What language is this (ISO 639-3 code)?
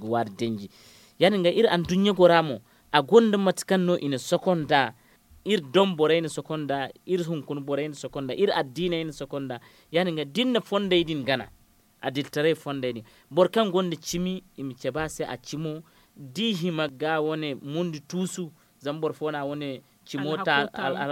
dje